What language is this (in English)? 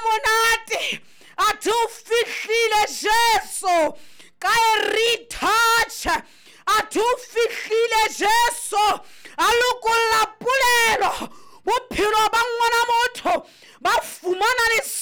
Southern Sotho